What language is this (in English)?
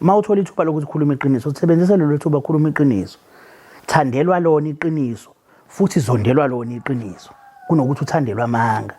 Zulu